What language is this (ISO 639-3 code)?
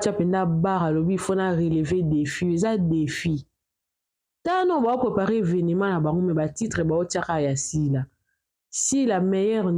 lin